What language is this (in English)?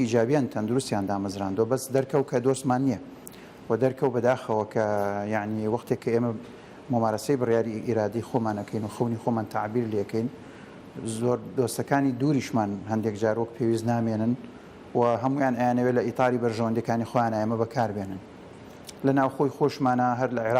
Central Kurdish